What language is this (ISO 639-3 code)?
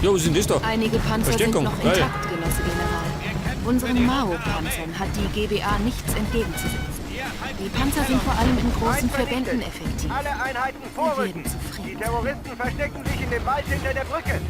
bar